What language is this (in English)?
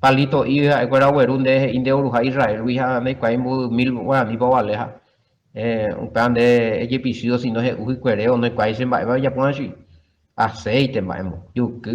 Guarani